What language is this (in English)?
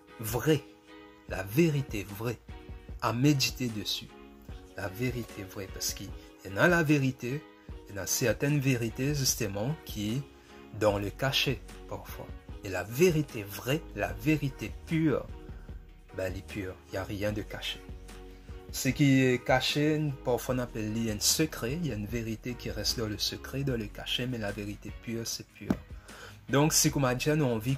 Morisyen